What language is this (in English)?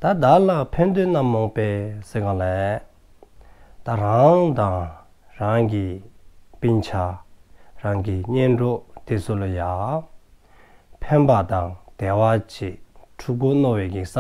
Dzongkha